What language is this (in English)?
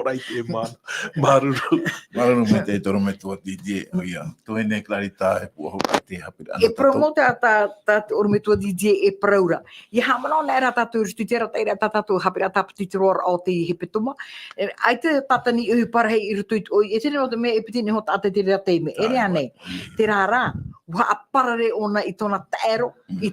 Tahitian